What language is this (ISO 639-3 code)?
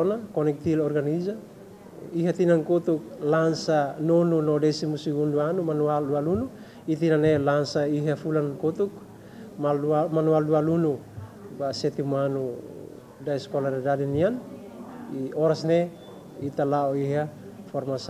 tet